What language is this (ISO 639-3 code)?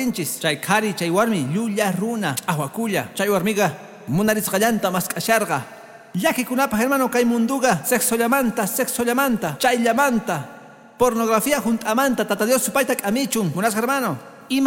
que